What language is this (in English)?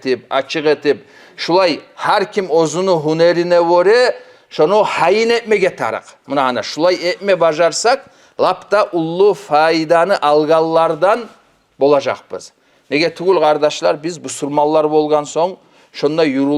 Kumyk